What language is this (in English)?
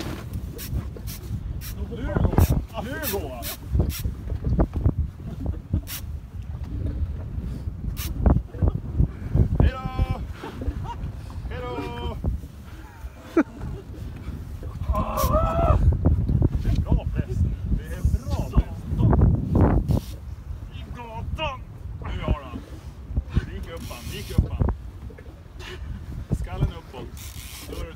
Swedish